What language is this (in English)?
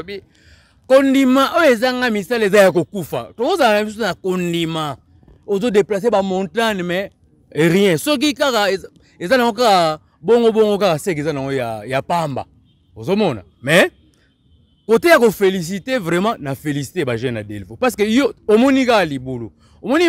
Lingala